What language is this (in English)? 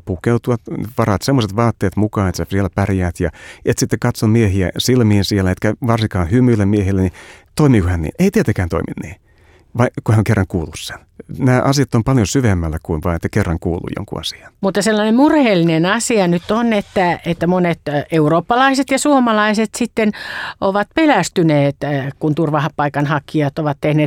Finnish